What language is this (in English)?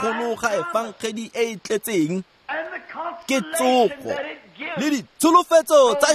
Tswana